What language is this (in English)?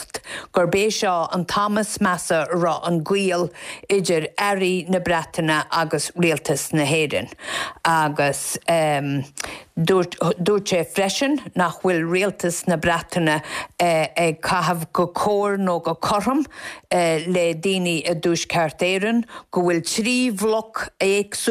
Irish